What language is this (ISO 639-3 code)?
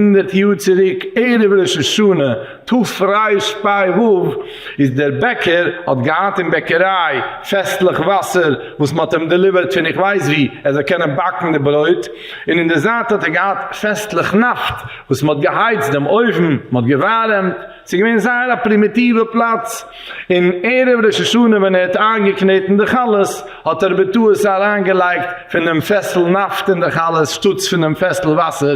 yid